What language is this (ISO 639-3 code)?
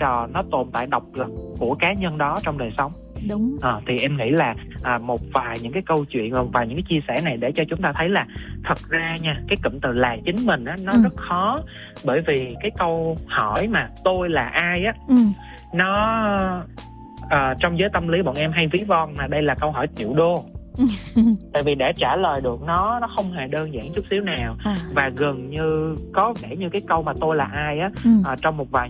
vie